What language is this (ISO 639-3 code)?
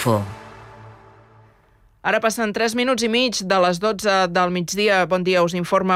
cat